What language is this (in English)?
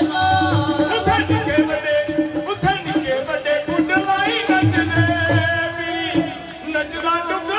Dogri